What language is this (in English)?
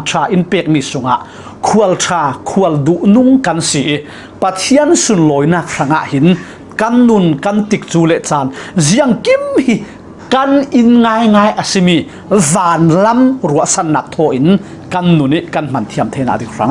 Falam Chin